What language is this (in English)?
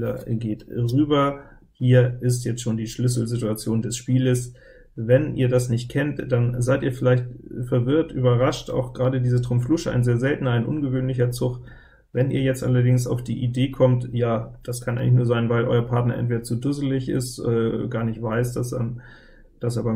German